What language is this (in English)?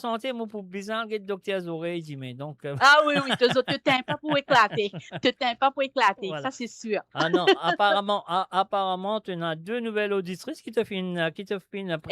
Morisyen